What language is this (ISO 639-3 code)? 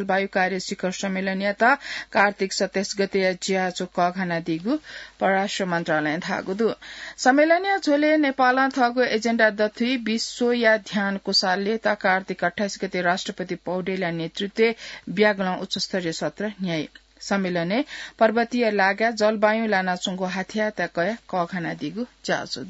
new